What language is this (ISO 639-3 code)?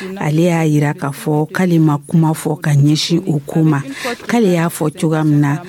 dyu